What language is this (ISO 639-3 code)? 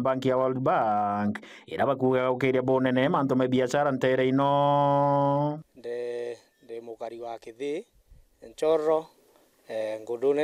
mer